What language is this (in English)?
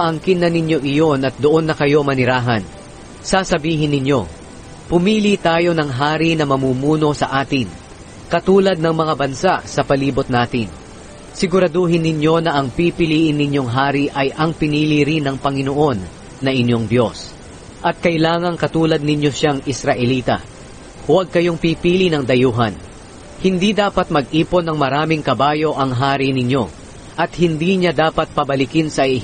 Filipino